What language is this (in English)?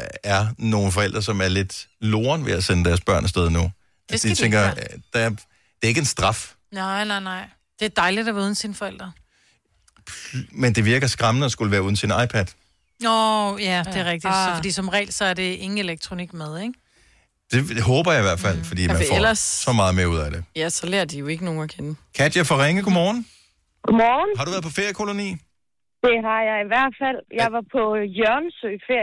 Danish